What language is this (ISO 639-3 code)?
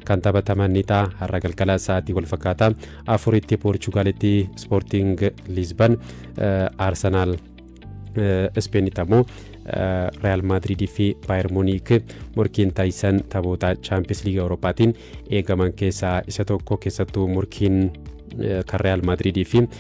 orm